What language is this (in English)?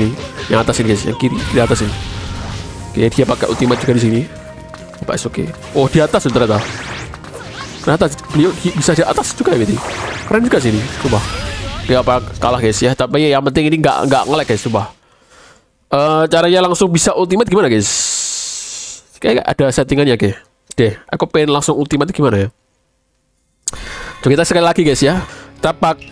Indonesian